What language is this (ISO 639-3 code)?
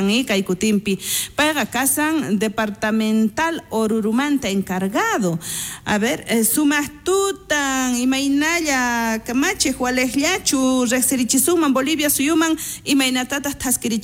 quh